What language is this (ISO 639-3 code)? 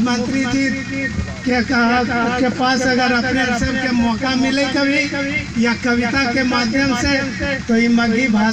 mag